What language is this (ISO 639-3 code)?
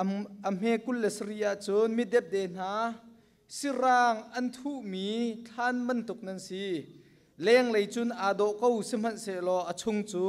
cnh